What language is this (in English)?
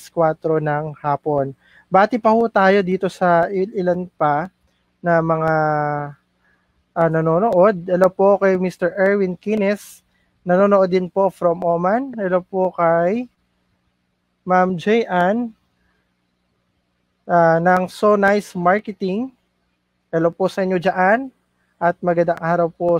Filipino